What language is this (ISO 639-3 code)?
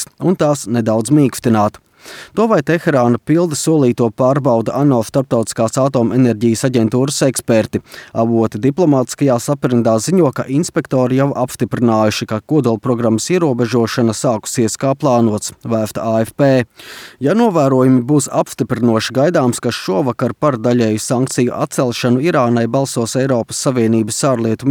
lav